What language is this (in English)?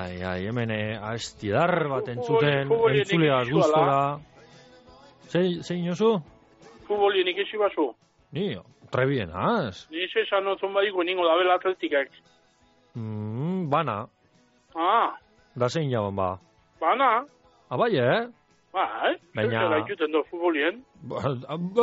Basque